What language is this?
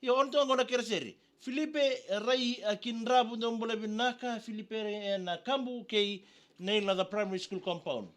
Fijian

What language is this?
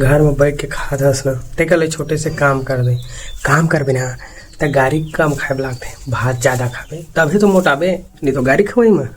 Chhattisgarhi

